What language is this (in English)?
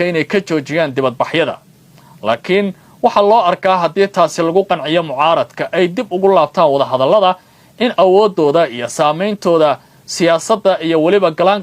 Somali